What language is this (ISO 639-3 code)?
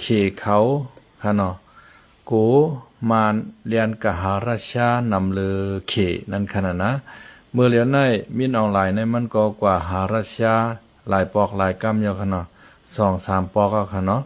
shn